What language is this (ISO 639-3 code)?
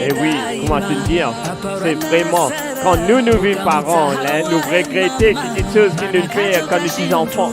mfe